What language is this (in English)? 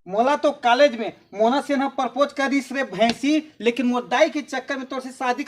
Chhattisgarhi